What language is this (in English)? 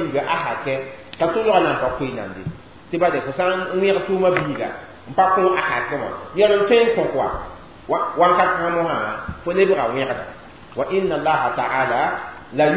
Mossi